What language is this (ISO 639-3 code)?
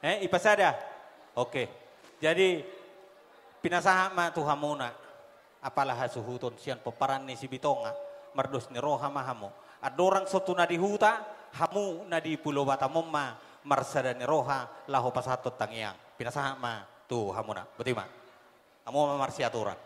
bbc